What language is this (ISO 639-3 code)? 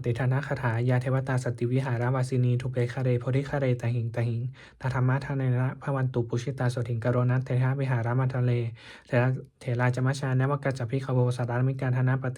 pli